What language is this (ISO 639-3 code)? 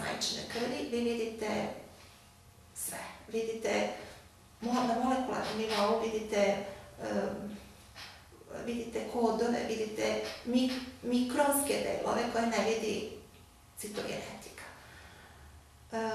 srp